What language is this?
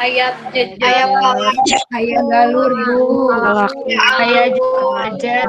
Sundanese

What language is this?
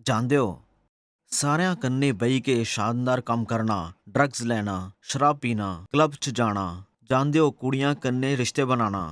Dogri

